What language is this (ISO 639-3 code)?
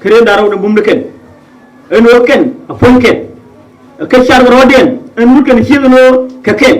nus